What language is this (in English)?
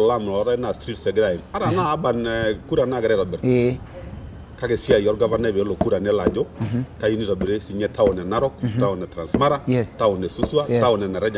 Masai